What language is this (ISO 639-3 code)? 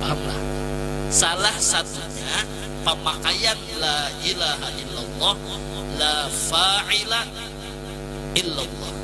bjn